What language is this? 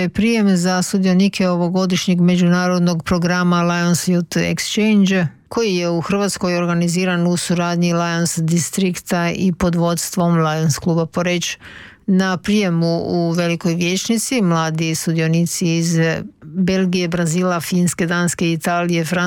Croatian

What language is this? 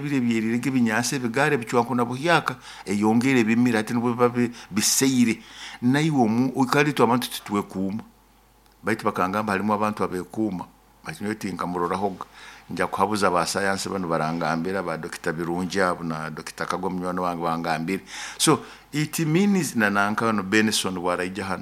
Nyoro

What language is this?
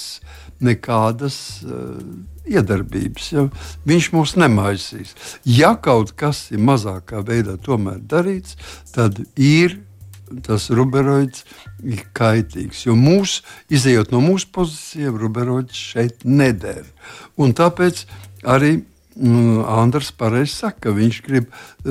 Latvian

